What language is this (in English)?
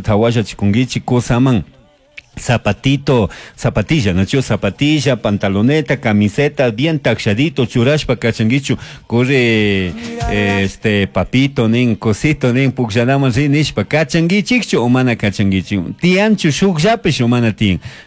Chimborazo Highland Quichua